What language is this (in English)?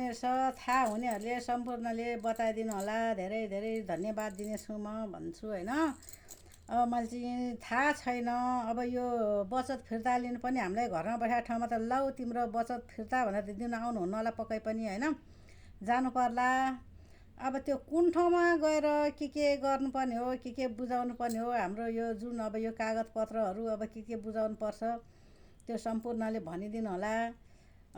Nepali